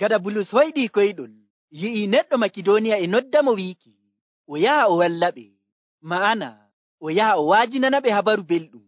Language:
Nigerian Fulfulde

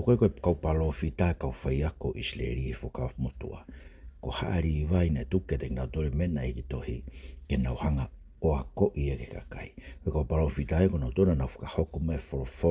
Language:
Tongan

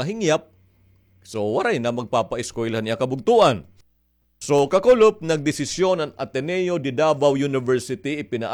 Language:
Waray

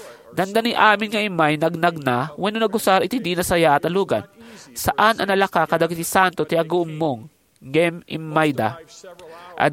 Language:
Iloko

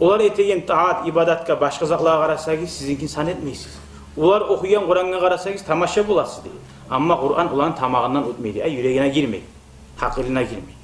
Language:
Kumyk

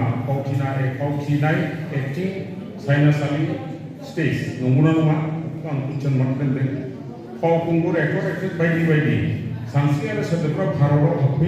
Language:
Bodo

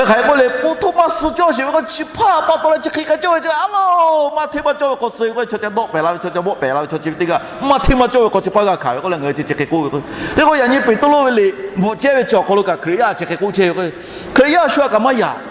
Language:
Lahu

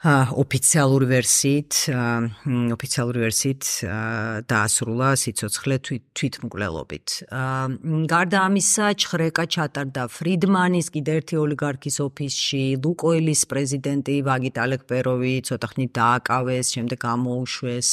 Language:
Georgian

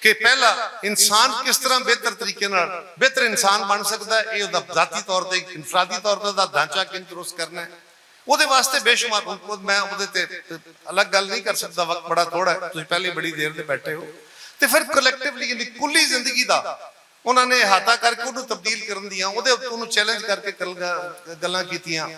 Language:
Western Panjabi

